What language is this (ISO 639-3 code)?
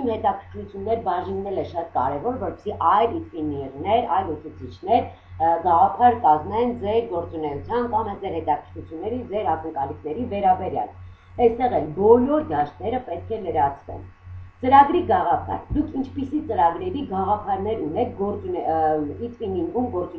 hye